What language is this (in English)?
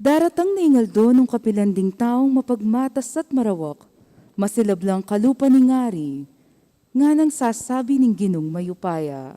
Pampanga